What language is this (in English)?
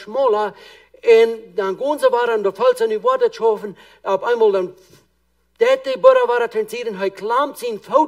Plautdietsch